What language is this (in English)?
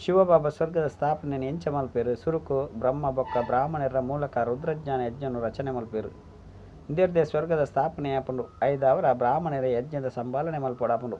Tulu